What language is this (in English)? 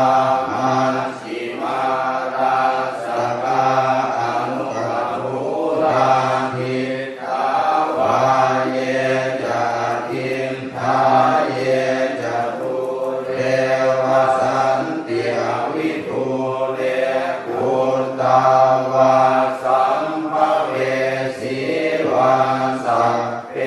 Pali